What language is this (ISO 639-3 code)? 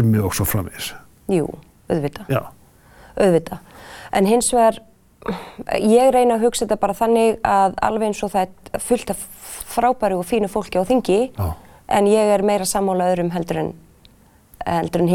isl